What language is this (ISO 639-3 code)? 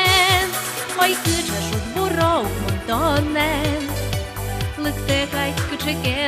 udm